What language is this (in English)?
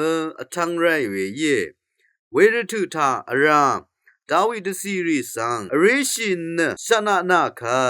Rawang